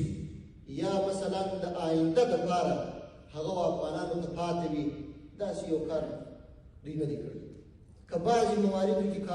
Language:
Pashto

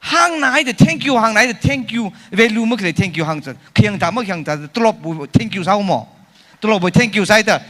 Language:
Tangkhul Naga (India)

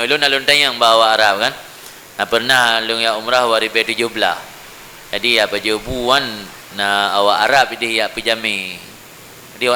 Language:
Achinese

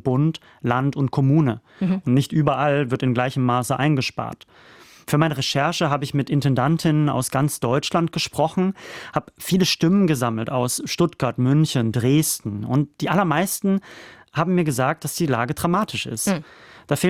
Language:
German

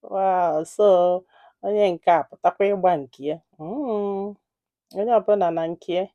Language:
Igbo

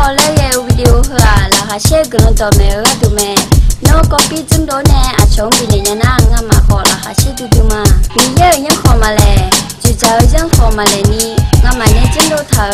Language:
Akha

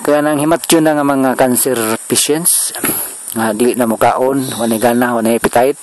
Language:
Cebuano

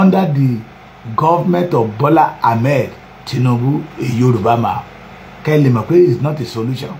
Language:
Yoruba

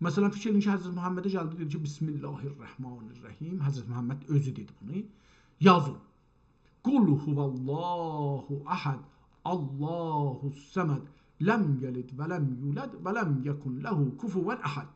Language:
South Azerbaijani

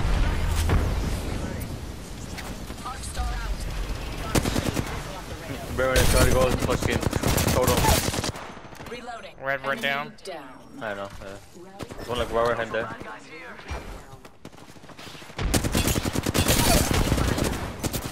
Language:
English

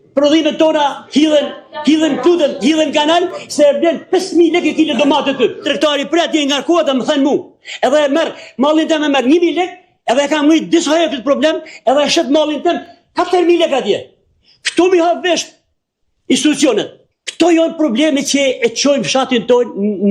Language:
Albanian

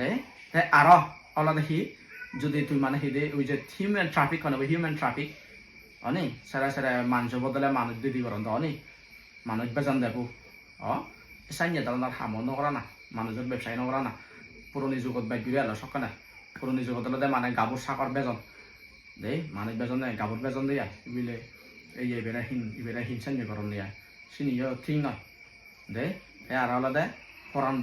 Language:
Chakma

